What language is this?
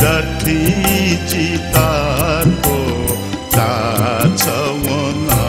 Newari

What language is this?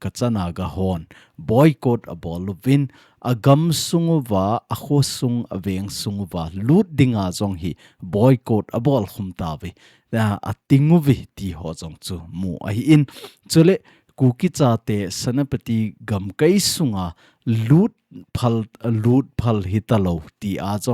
Thado Chin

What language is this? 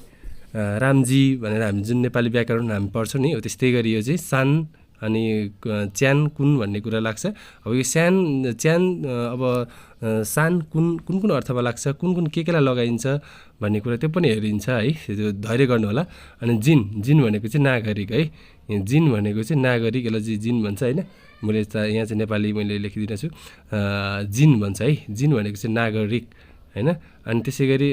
Nepali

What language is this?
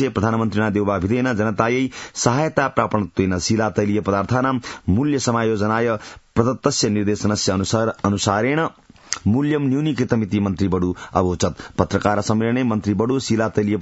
Sanskrit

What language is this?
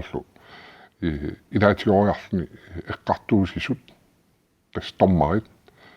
Kalaallisut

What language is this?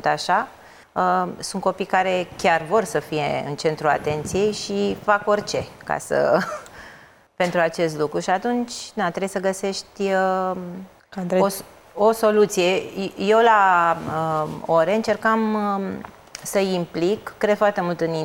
Romanian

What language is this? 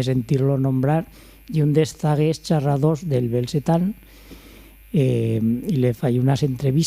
Aragonese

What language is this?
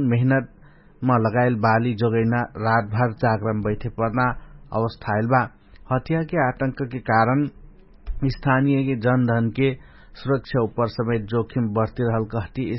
Dangaura Tharu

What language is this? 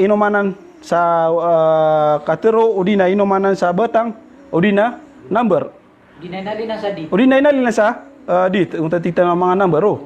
Maranao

